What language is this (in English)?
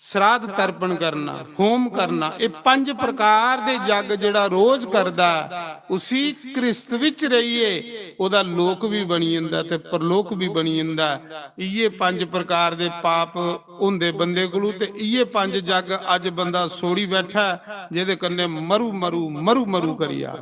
Dogri